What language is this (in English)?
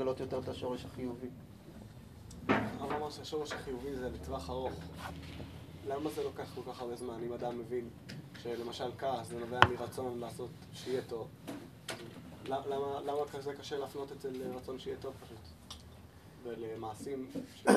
Hebrew